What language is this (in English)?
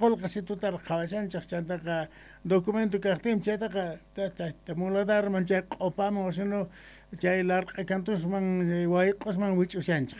South Bolivian Quechua